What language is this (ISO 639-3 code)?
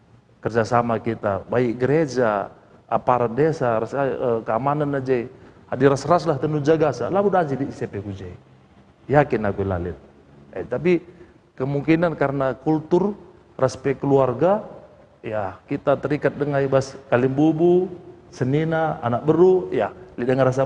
btx